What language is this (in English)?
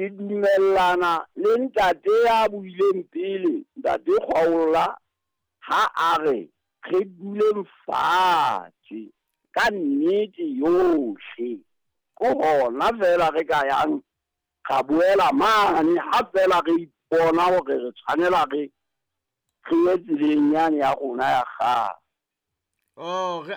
Southern Sotho